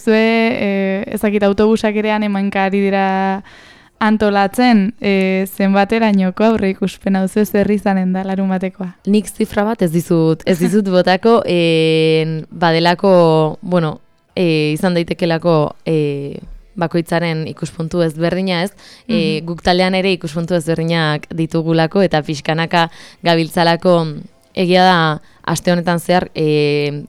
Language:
Basque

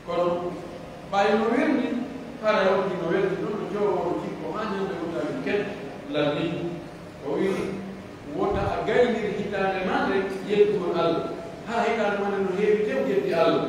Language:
Pular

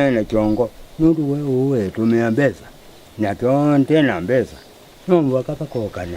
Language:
Kamba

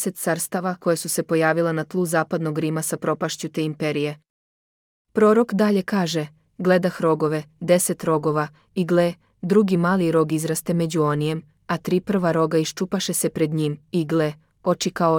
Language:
Serbian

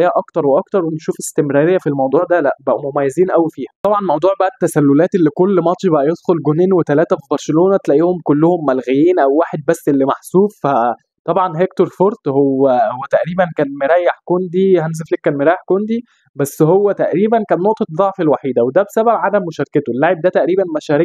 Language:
Egyptian Arabic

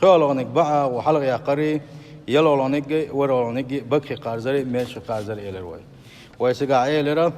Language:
Chechen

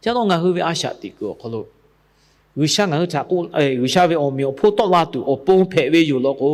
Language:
Lahu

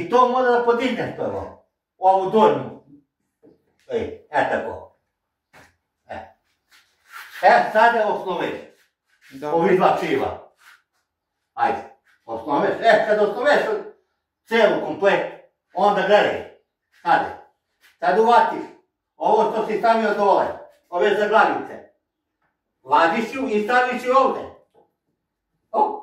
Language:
Serbian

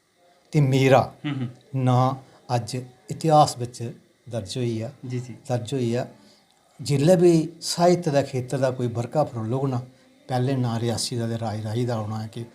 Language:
Dogri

